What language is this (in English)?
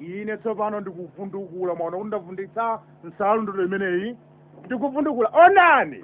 Nyanja